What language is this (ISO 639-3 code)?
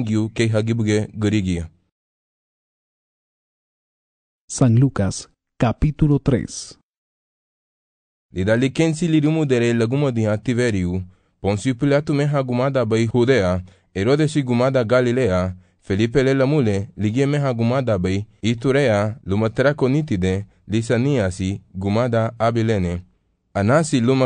cab